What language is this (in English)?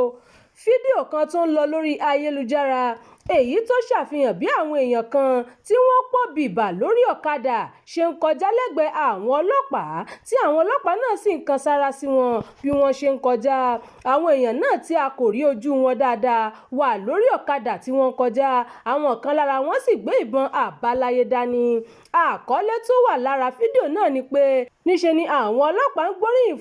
Yoruba